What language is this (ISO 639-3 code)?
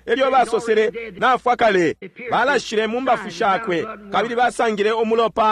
bem